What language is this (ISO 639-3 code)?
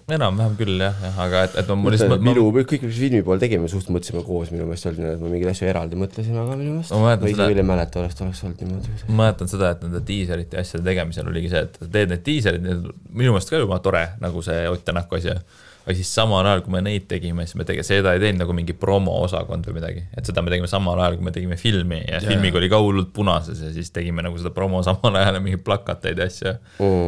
est